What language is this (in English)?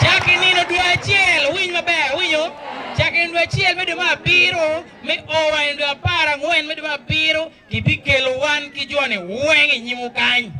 Acoli